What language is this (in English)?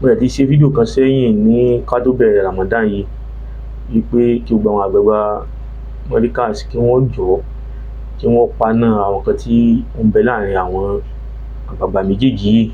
Yoruba